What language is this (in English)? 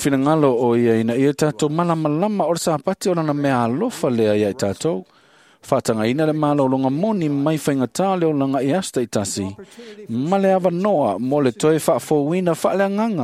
Samoan